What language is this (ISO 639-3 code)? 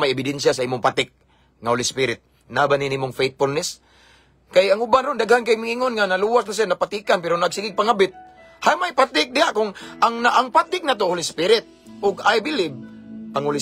ceb